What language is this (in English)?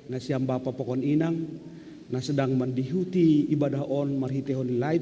Batak Simalungun